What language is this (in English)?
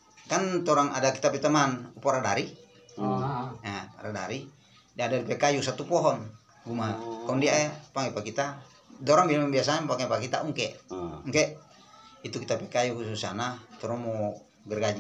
Manado Malay